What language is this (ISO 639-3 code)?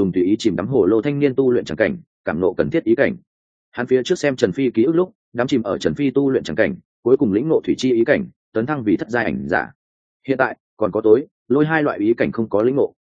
vie